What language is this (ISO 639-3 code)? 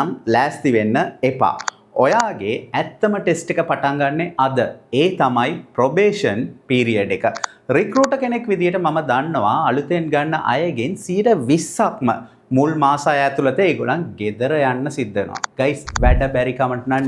sin